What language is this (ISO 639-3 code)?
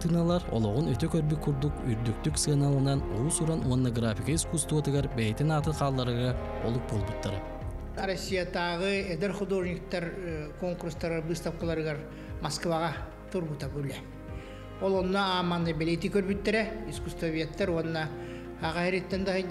sah